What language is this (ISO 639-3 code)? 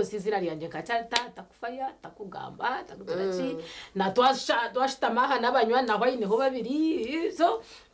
nyn